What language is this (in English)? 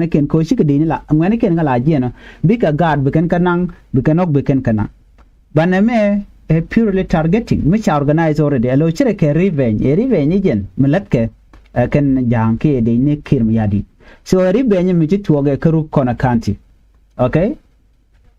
Nuer